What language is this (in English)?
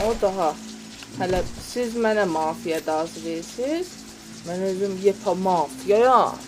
South Azerbaijani